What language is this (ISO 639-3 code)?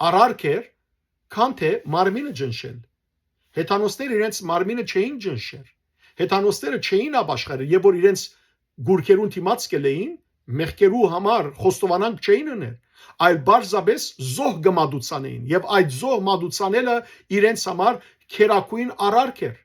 hyw